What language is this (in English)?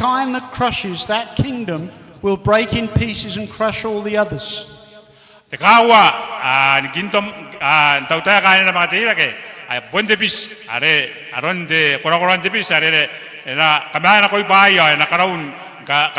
Gilbertese